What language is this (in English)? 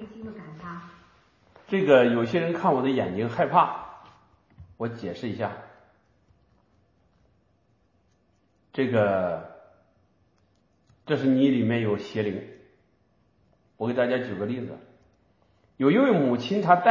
Chinese